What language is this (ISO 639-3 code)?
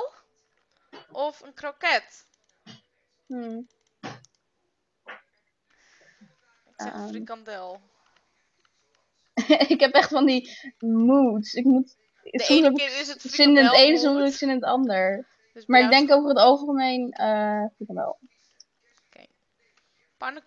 nld